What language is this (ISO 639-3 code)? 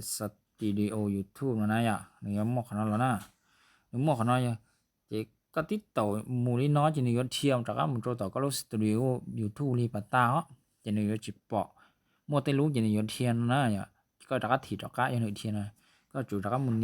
hmn